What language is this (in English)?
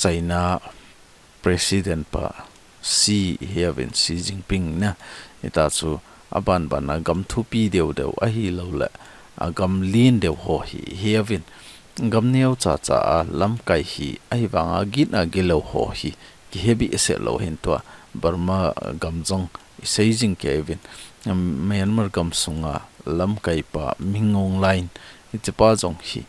Thado Chin